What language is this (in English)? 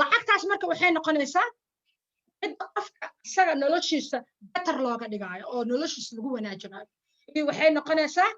Somali